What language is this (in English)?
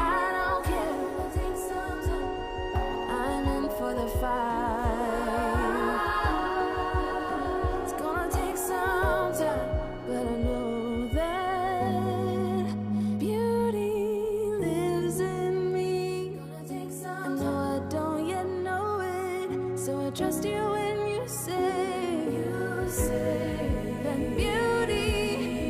Portuguese